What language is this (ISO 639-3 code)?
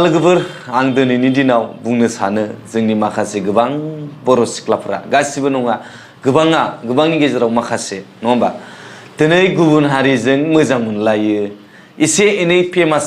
brx